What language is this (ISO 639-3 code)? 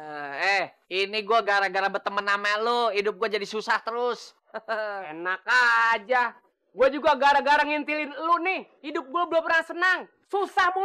bew